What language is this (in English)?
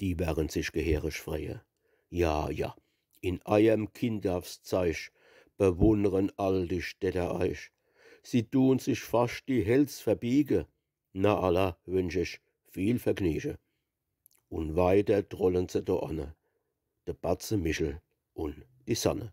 Palatine German